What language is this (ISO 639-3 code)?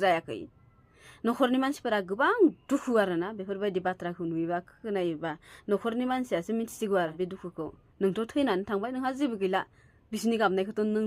brx